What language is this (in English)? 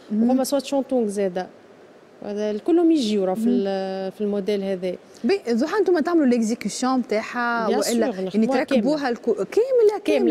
Tunisian Arabic